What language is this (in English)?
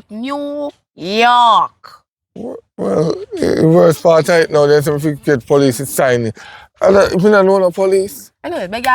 Jamaican Creole English